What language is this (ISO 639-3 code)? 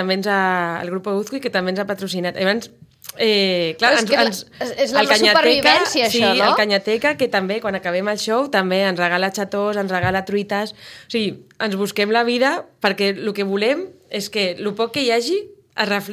cat